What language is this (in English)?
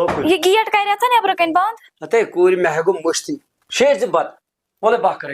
Kashmiri